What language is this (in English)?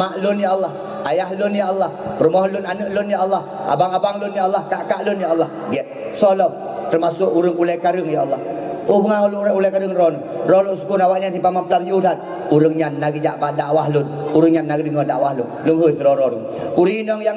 Achinese